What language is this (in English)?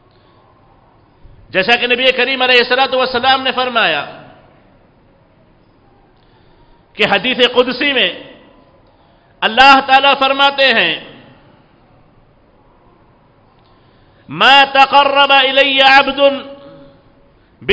Urdu